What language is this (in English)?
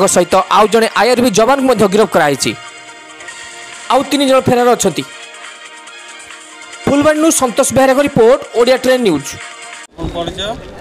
Odia